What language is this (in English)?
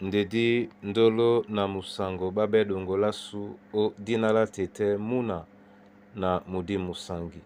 Duala